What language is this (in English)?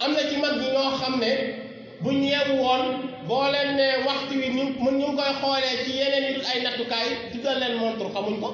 Wolof